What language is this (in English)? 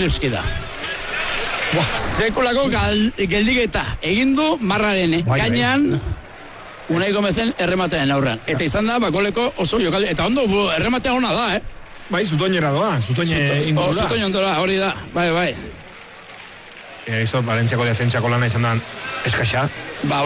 Basque